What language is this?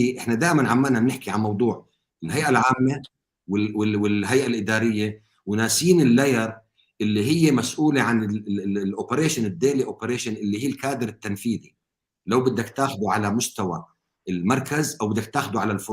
North Levantine Arabic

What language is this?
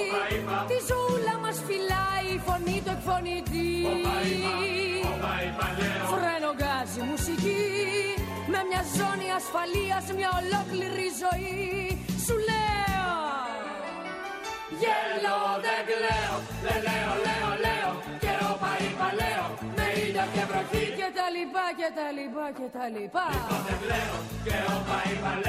Greek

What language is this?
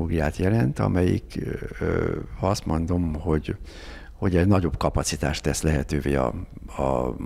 Hungarian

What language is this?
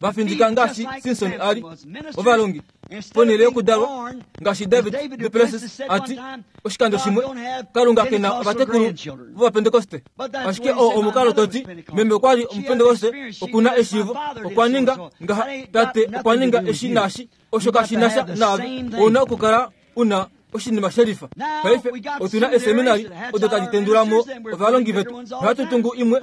Kuanyama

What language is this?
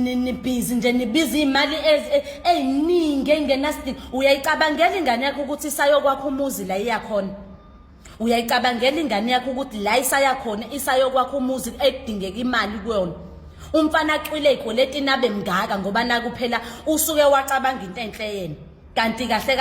Zulu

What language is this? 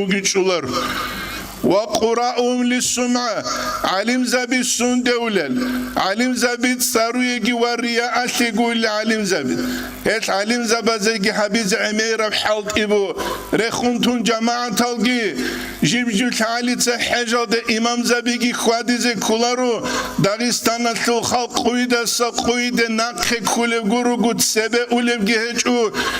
Avaric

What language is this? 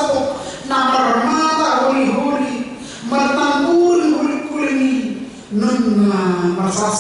Batak Toba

